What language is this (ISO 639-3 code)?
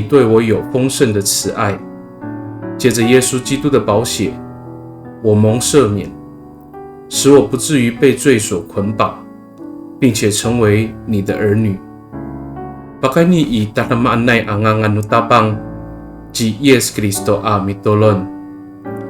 ami